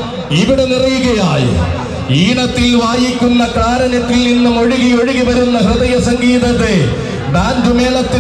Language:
Malayalam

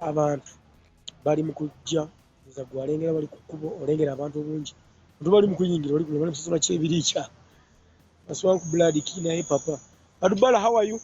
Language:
Ganda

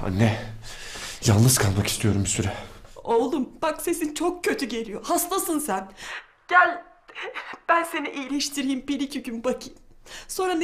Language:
Turkish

